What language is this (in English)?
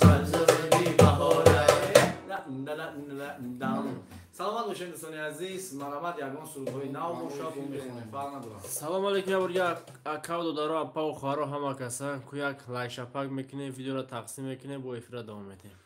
Tajik